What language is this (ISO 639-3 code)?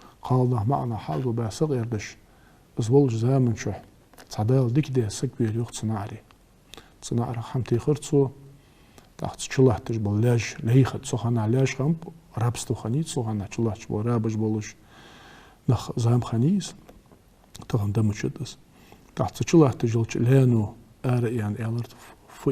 inh